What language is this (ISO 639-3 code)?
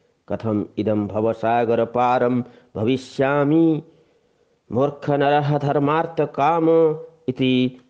san